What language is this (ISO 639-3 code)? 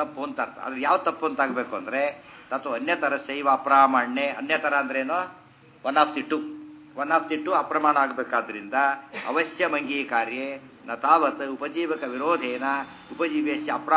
kan